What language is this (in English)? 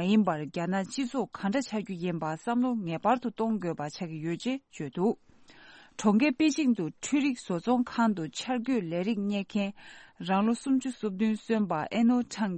Tibetan